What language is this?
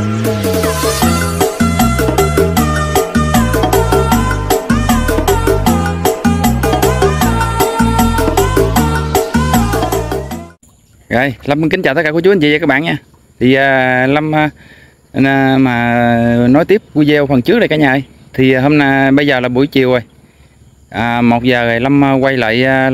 Vietnamese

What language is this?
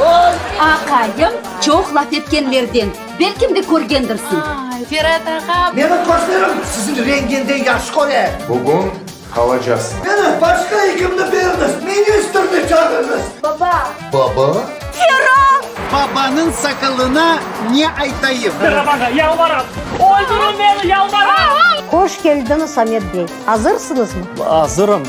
Crimean Tatar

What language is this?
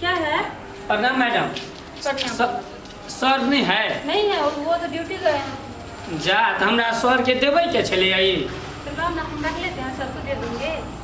Maithili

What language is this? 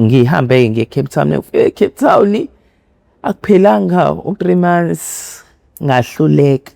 Zulu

